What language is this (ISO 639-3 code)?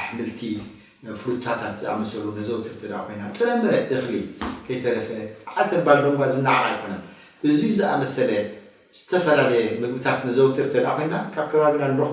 tir